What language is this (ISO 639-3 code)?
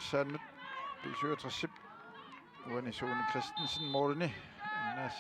kal